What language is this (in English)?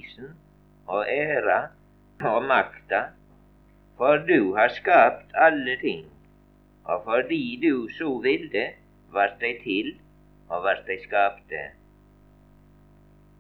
Norwegian